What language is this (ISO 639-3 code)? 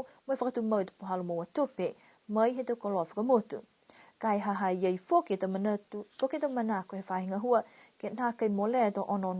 niu